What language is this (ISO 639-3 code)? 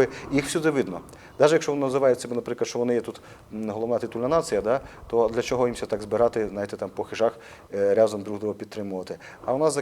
rue